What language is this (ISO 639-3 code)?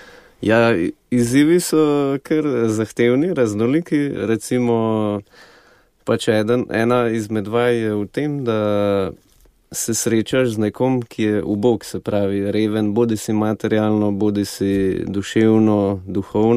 slv